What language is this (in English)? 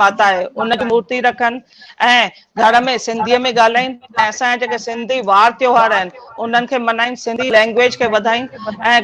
Sindhi